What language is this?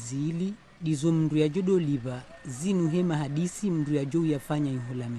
Ngazidja Comorian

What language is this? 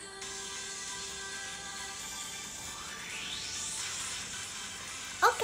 Chinese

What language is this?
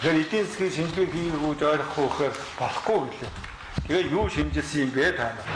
Mongolian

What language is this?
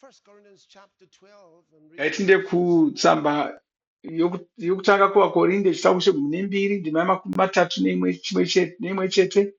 Shona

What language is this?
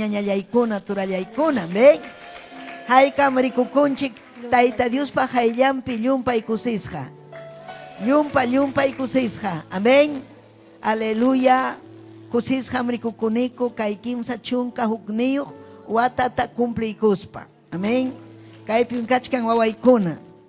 Ayacucho Quechua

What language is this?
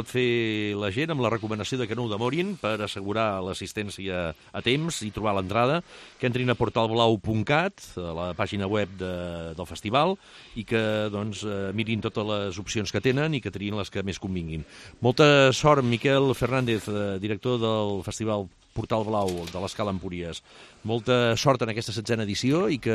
Catalan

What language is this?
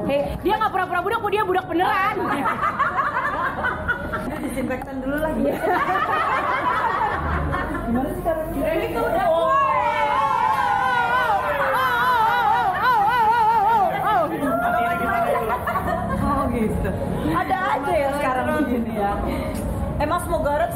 Indonesian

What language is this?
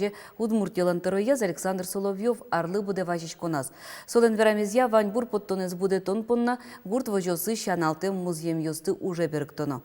Udmurt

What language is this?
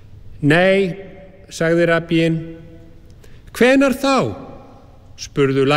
Icelandic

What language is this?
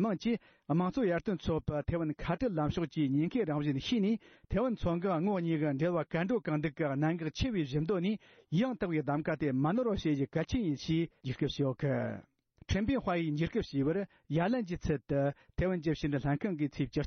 Tibetan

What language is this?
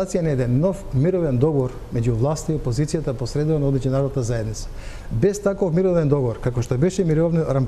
Macedonian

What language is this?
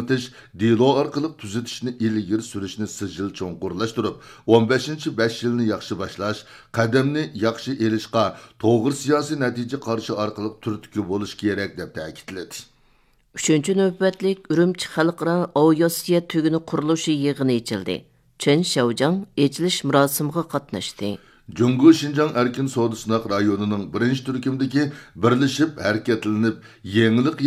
Uyghur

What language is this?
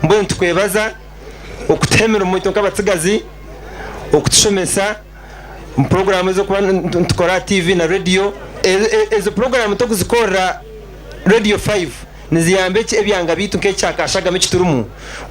Nyankole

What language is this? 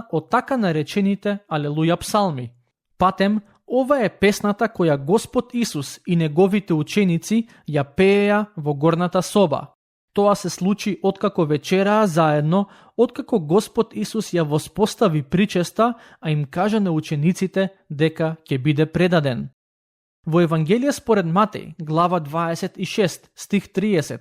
Macedonian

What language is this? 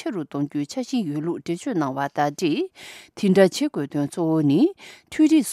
Tibetan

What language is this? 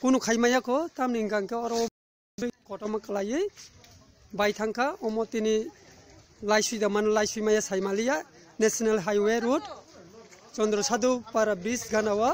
Kok Borok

